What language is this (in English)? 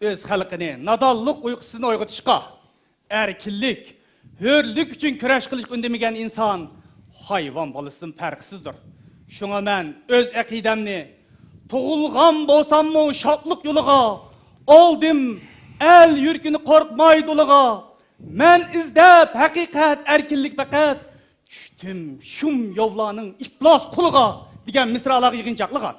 Uyghur